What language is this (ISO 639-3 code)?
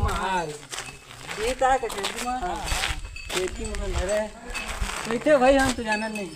hne